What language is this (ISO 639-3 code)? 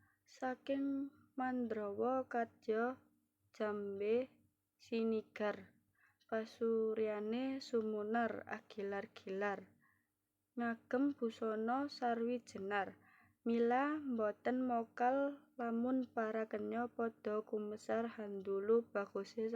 jav